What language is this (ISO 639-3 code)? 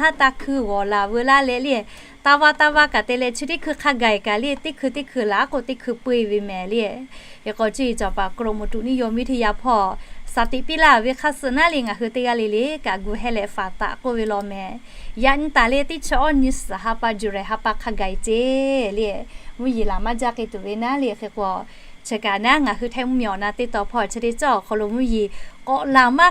lhu